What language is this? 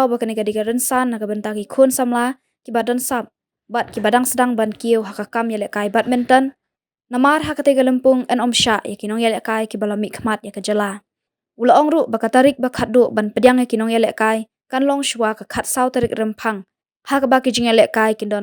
Khasi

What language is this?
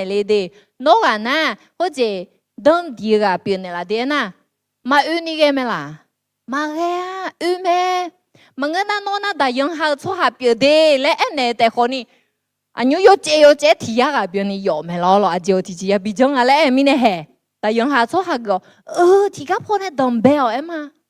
Akha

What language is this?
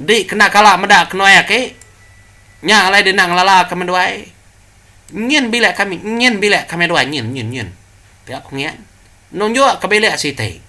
Iban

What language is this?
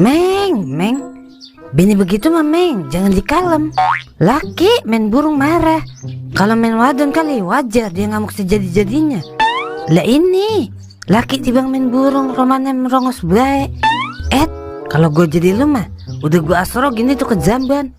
Betawi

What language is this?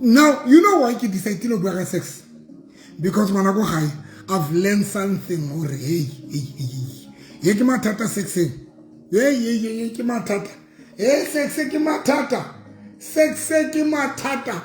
Southern Sotho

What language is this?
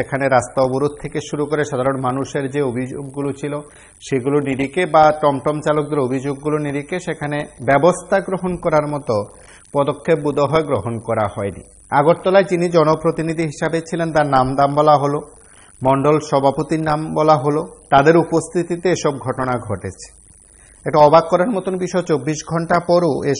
Bangla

